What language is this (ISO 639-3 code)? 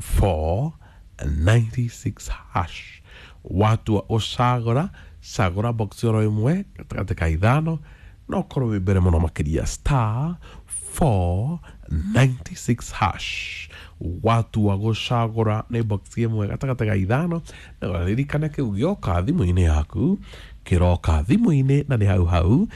kik